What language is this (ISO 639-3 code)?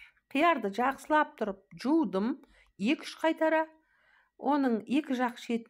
kaz